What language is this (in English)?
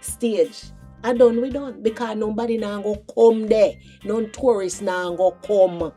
Jamaican Creole English